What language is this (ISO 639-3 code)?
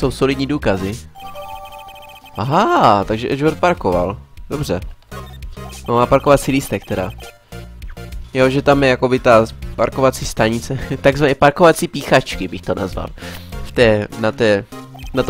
ces